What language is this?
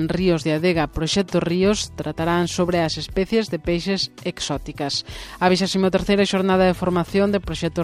Galician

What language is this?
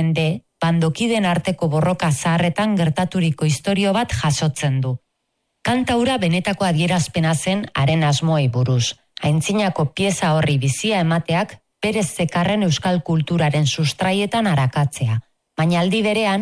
Basque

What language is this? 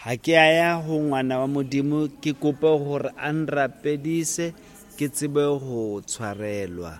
Southern Sotho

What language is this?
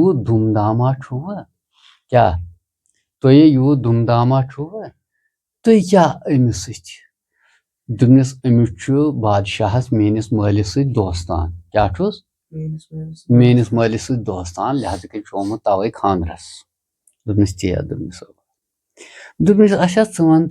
Kashmiri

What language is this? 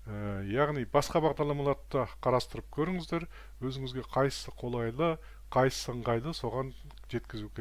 Kazakh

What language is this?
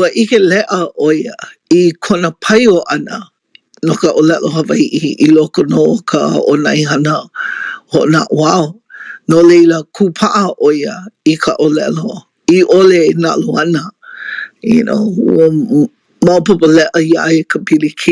Hawaiian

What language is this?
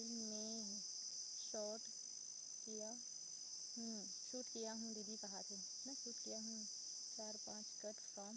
Chhattisgarhi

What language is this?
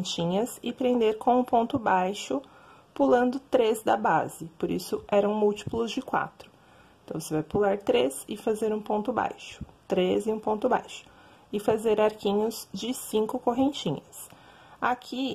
Portuguese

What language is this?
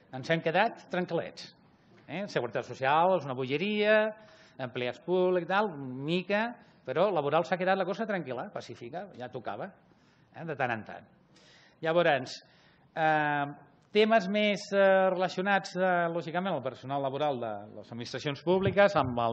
Catalan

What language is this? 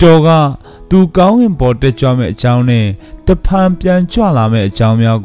Burmese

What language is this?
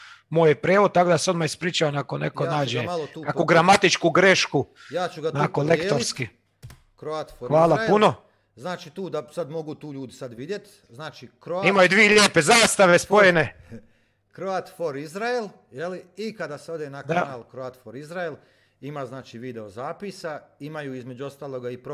Croatian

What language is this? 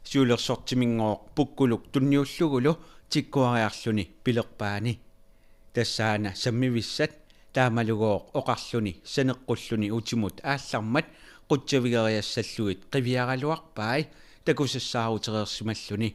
Kalaallisut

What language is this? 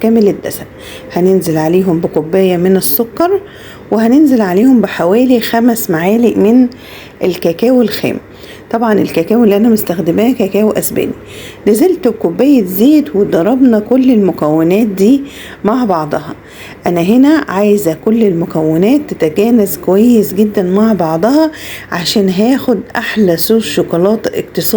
Egyptian Arabic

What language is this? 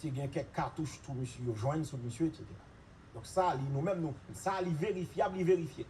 Haitian Creole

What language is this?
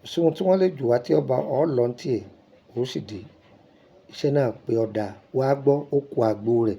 Yoruba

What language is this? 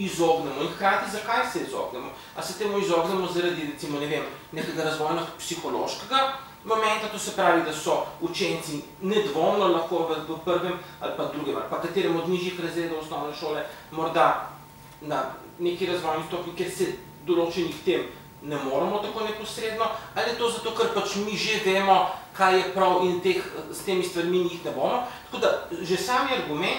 Slovenian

